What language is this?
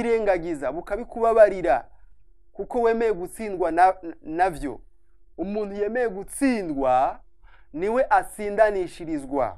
Rundi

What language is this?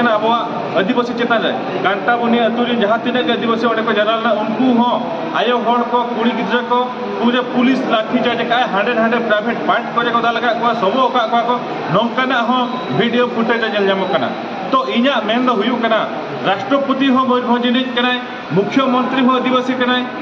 Santali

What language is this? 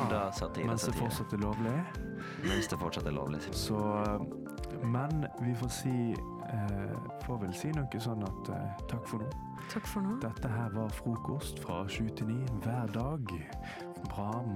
Norwegian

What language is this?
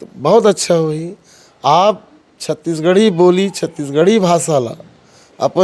Chhattisgarhi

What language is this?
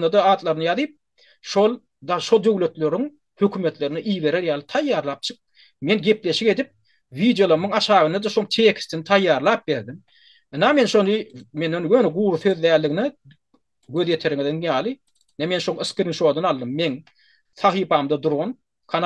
Turkmen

